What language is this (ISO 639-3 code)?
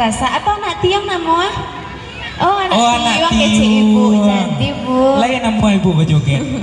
min